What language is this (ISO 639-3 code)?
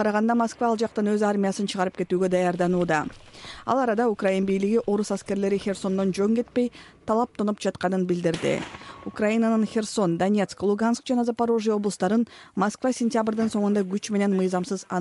kir